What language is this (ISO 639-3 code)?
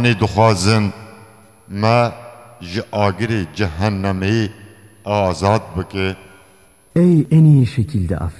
kur